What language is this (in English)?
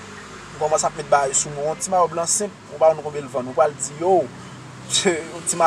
Haitian Creole